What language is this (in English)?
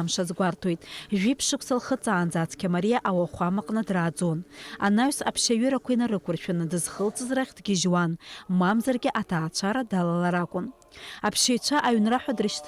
Abkhazian